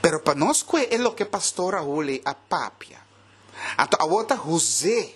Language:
Papiamento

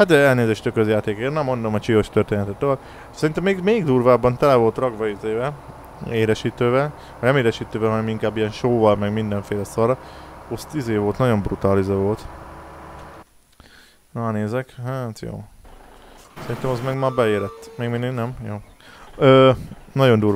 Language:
Hungarian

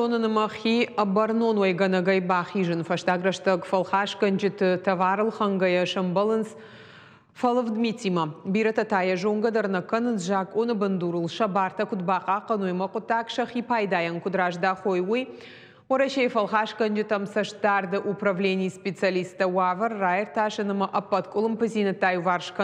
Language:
Ossetic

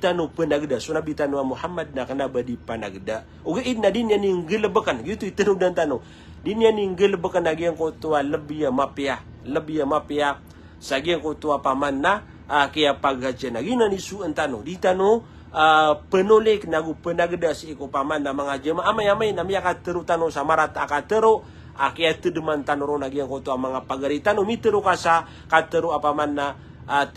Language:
Maranao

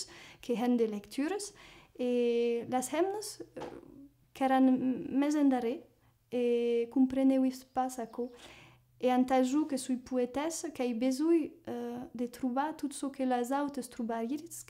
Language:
Occitan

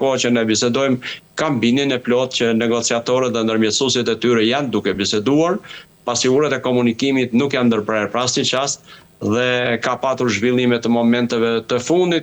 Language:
Albanian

